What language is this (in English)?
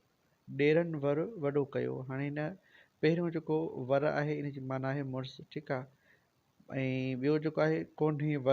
Sindhi